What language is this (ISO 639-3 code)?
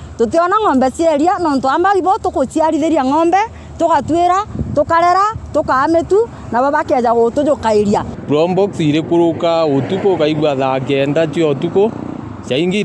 mer